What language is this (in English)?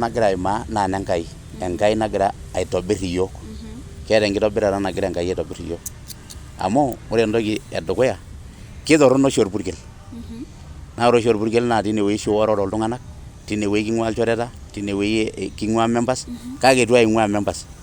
Masai